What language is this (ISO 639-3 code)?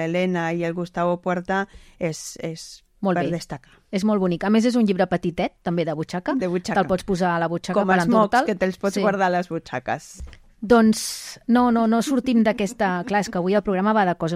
cat